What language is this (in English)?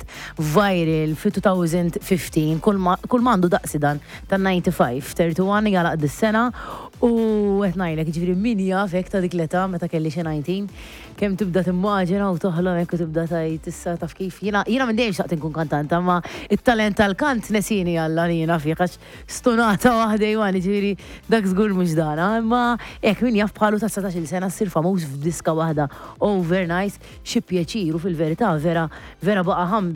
Maltese